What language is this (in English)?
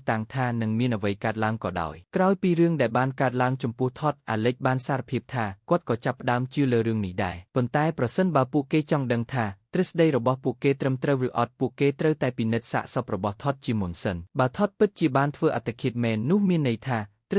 Khmer